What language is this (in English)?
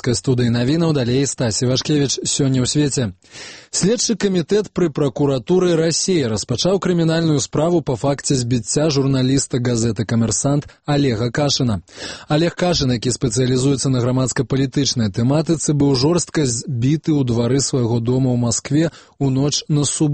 Belarusian